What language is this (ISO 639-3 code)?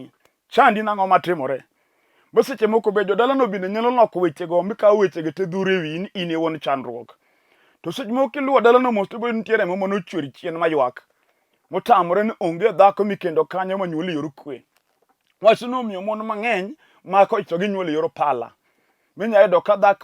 luo